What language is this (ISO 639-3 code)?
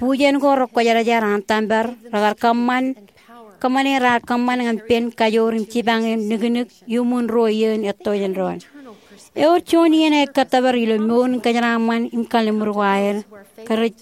mah